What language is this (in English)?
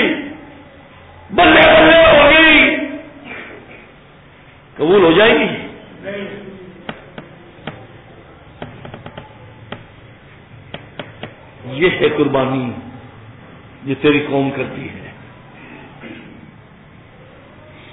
Urdu